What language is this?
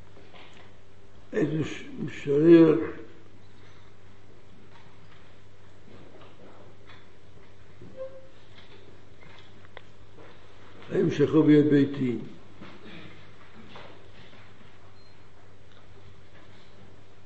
Hebrew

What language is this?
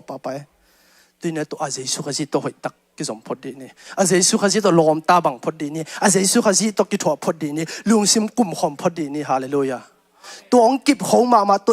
Tedim Chin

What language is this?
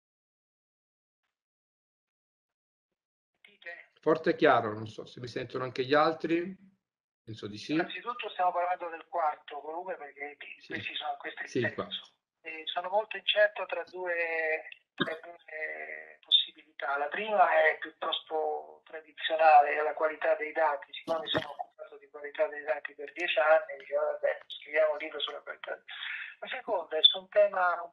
Italian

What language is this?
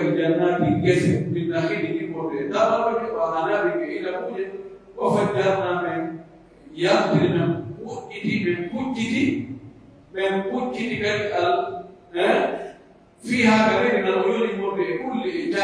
Pular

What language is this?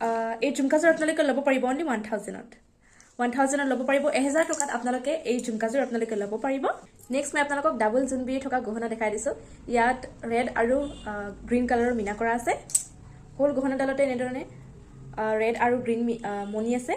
Assamese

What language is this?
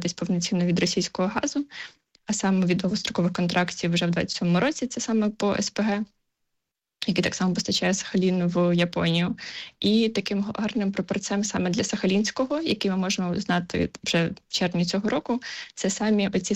Ukrainian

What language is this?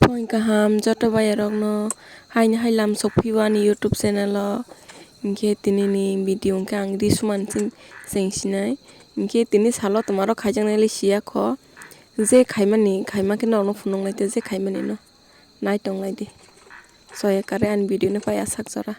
Kok Borok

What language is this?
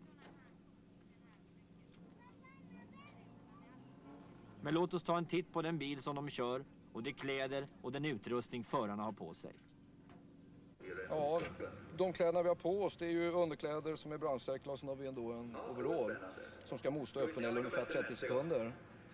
Swedish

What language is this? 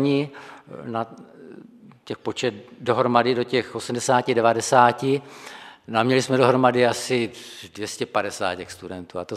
Czech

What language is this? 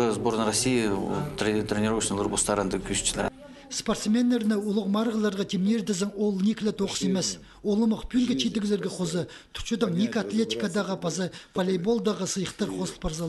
Khakas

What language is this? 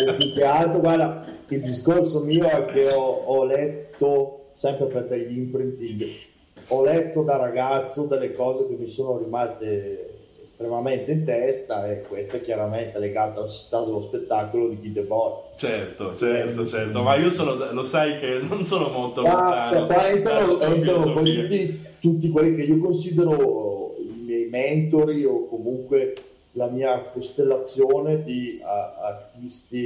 Italian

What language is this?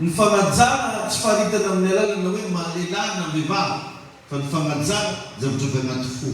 Malagasy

